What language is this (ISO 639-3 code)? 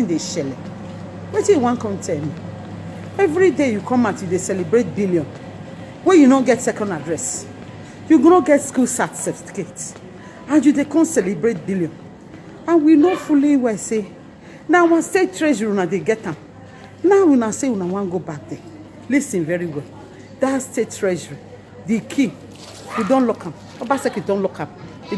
pcm